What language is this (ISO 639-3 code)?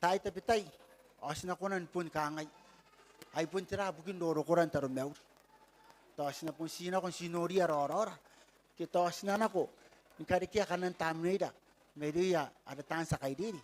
gil